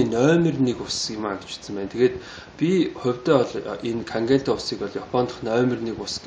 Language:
Mongolian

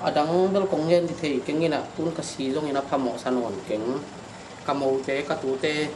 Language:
Tedim Chin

